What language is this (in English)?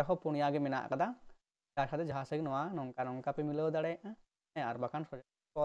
Santali